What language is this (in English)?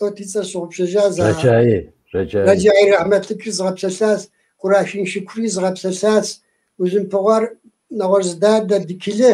Kabardian